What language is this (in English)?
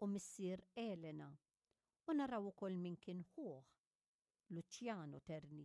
Maltese